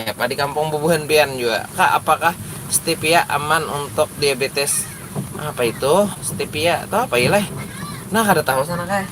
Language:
Banjar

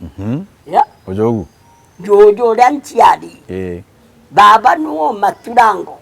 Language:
Meru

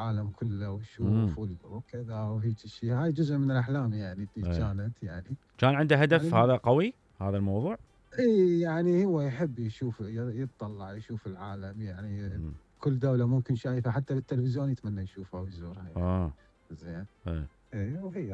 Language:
Mesopotamian Arabic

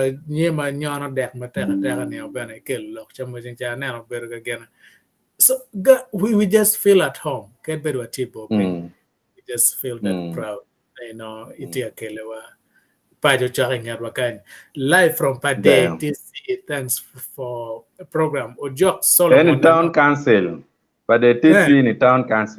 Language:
Acoli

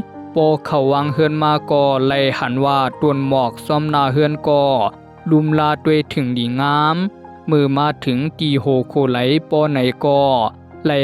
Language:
Shan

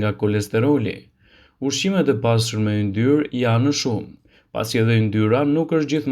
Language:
Albanian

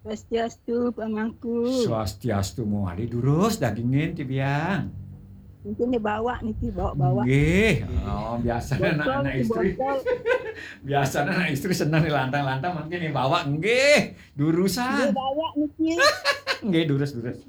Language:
Balinese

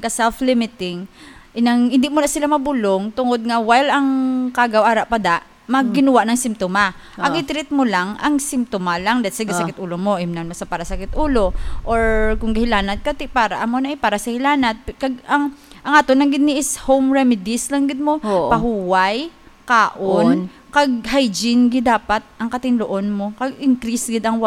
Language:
Hiligaynon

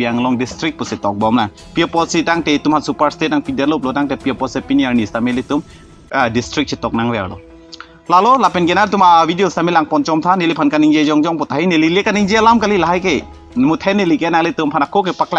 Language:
Karbi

